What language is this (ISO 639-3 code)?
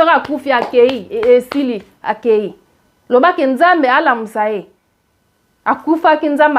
lin